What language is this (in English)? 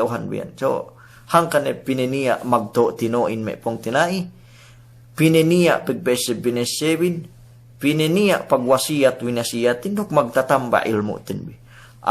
Yakan